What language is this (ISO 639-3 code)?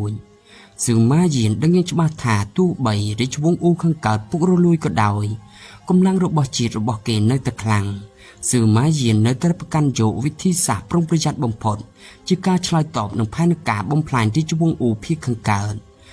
khm